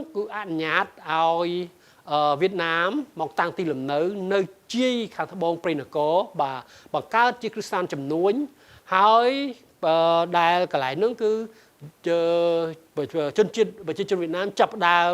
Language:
Khmer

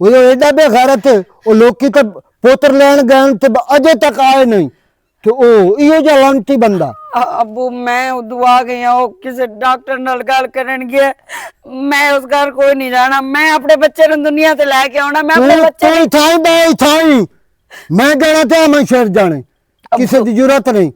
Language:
Western Panjabi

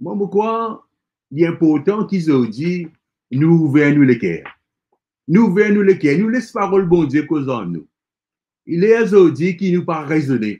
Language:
Morisyen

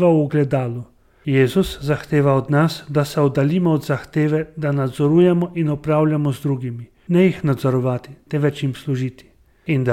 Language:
Slovenian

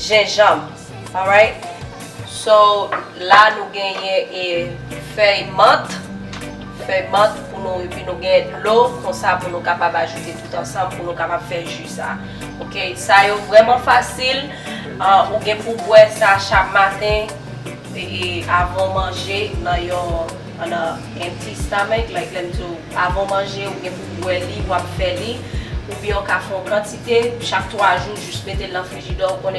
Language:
Haitian Creole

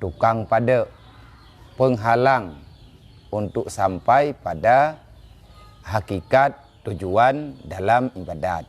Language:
Achinese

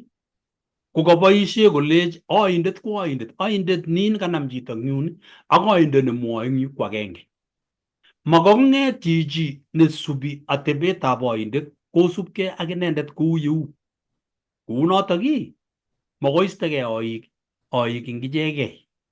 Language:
Kalenjin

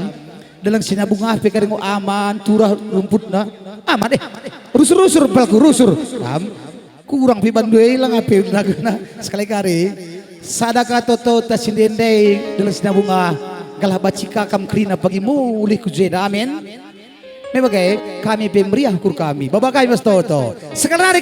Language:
Batak Karo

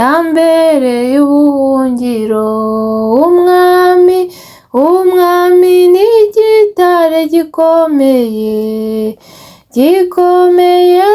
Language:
Kinyarwanda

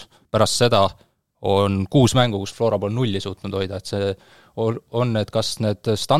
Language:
Estonian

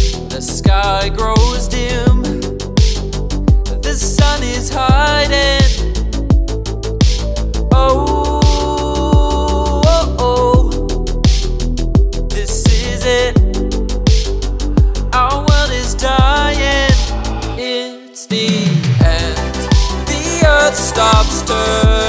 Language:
English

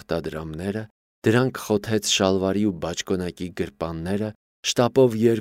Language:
Armenian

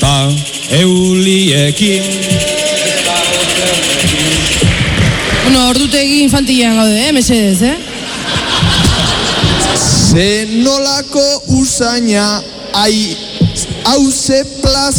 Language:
Basque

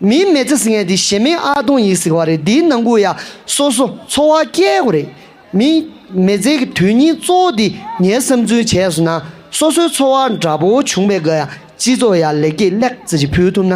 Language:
Tibetan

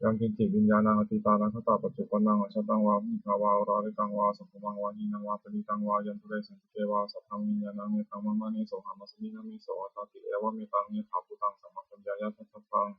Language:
Pali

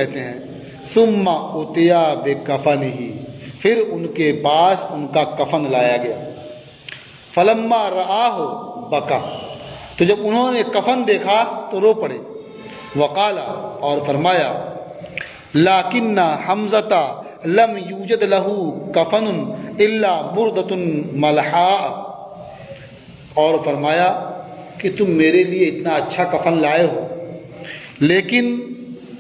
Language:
Urdu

